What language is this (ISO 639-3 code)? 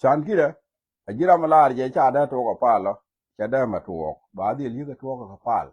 nus